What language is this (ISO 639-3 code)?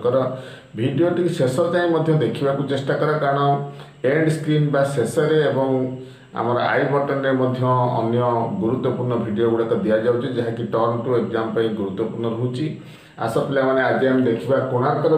ori